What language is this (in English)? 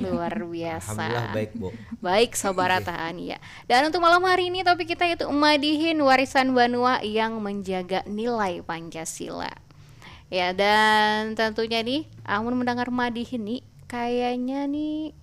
Banjar